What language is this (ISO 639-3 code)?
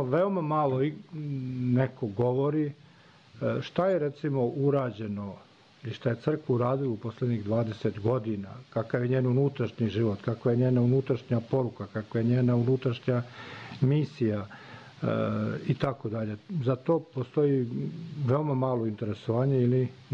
srp